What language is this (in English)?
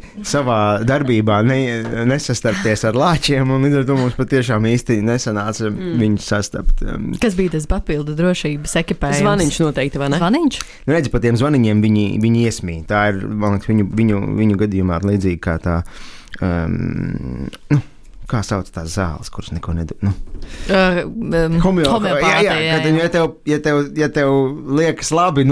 Latvian